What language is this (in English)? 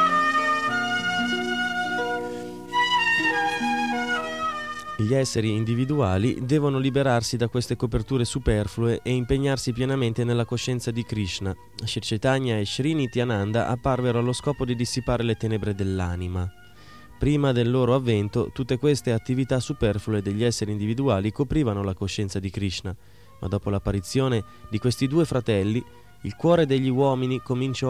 Italian